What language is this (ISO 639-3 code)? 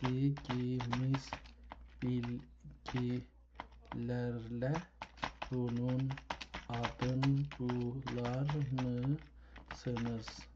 azb